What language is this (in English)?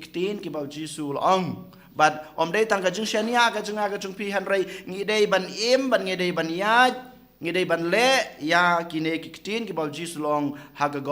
Khasi